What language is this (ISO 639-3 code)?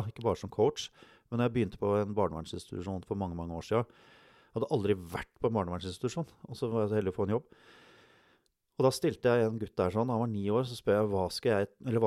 nor